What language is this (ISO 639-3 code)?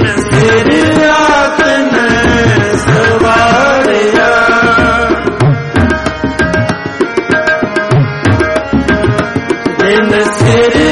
pan